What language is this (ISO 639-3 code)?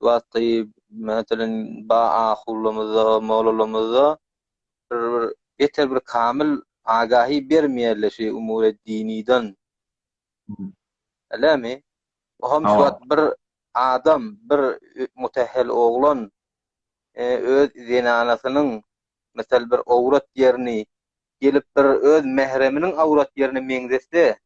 tuk